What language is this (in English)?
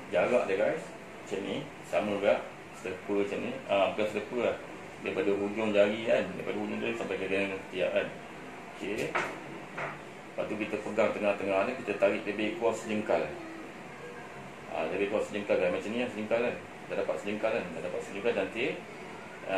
Malay